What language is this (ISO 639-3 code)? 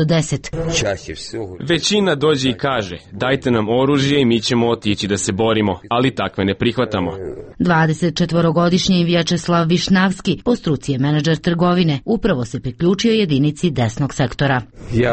srp